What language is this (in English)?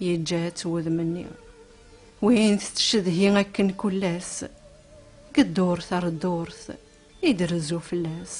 Kabyle